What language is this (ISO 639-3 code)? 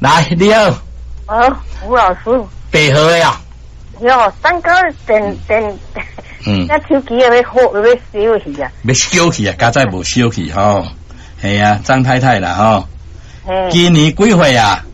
nan